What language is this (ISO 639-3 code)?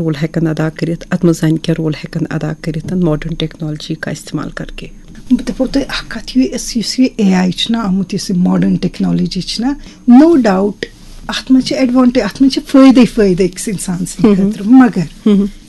kas